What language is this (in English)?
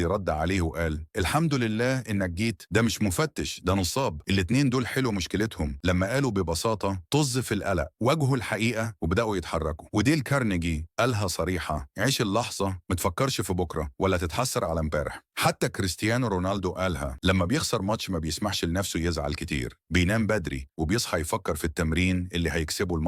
Egyptian Arabic